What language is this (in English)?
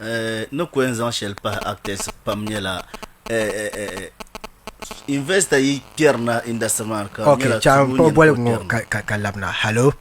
Dagbani